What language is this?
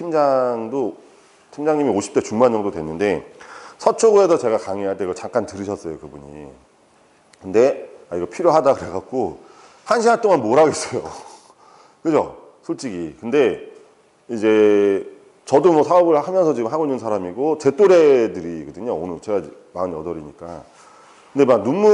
Korean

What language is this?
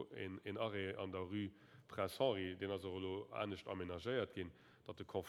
Luxembourgish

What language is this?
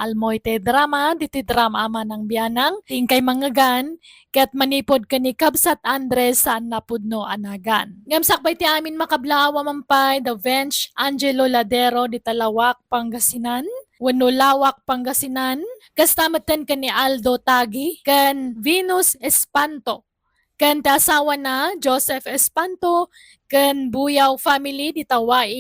Iloko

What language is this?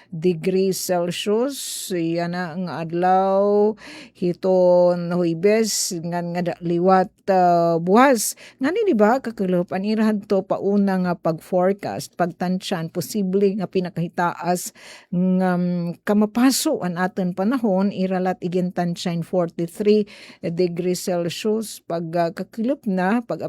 Waray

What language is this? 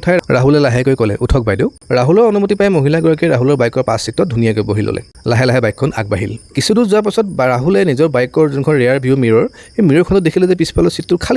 Assamese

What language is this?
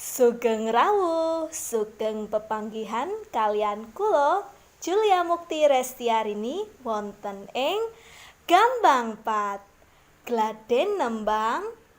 Javanese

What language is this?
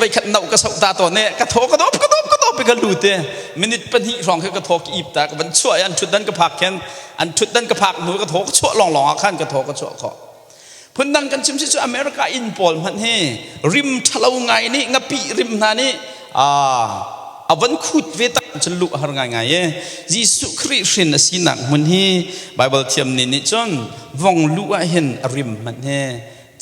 Hakha Chin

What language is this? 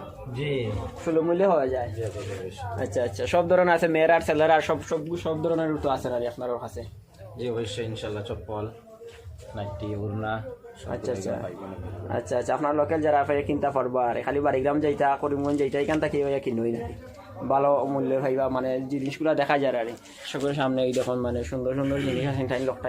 Sylheti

